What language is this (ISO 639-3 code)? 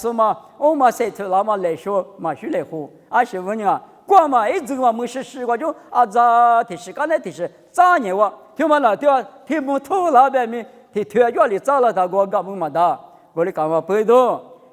lis